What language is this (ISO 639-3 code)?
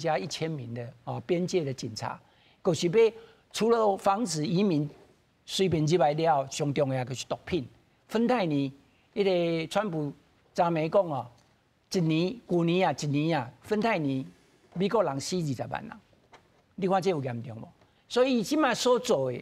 nan